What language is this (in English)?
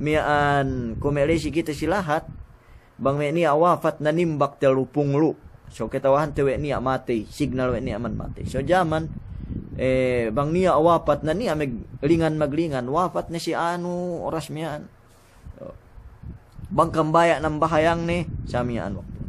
Yakan